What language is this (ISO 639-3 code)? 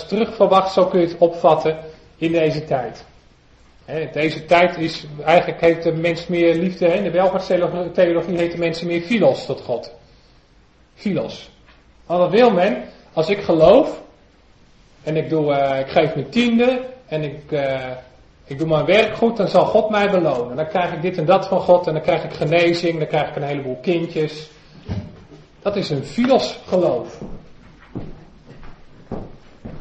nld